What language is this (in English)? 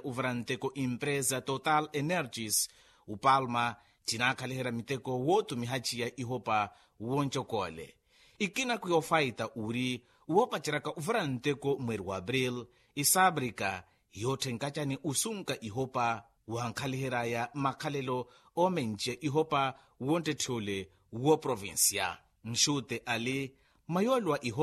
Makhuwa